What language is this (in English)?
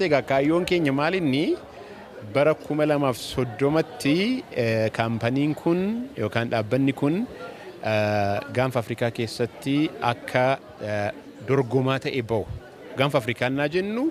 Oromo